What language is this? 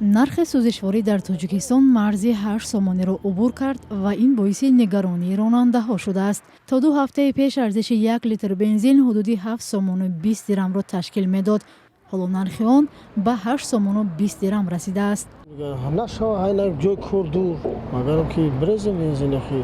Tajik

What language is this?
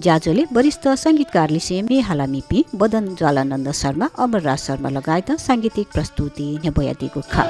Newari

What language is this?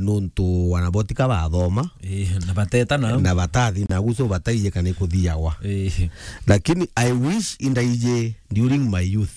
Meru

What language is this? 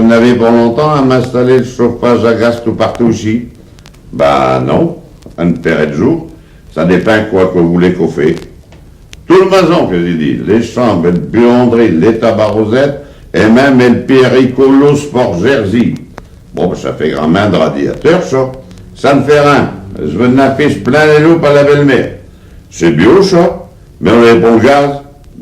Picard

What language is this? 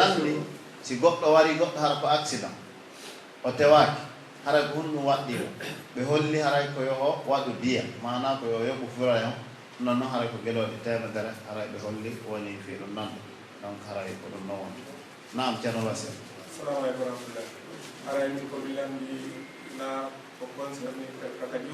Pular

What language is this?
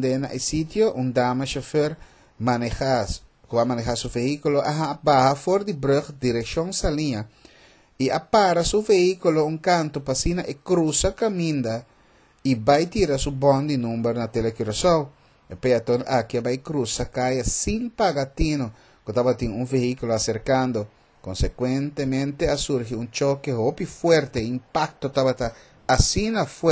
Papiamento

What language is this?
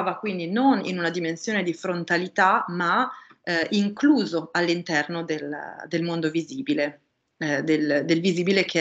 Italian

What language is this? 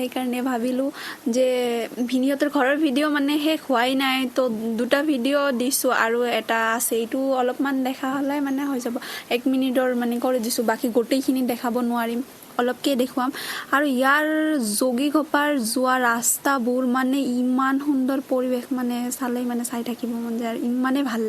Assamese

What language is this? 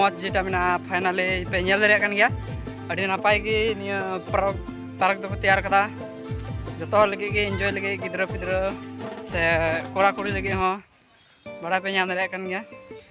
Santali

